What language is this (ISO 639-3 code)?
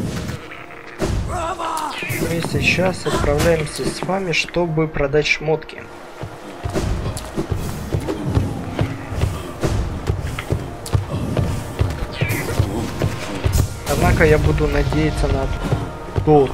rus